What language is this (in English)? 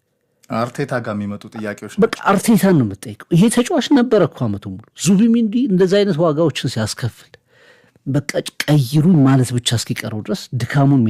Amharic